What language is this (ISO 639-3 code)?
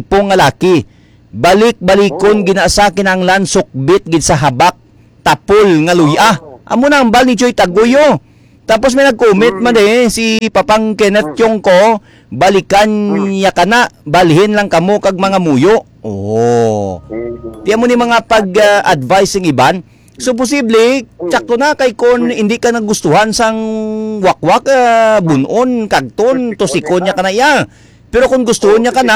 hil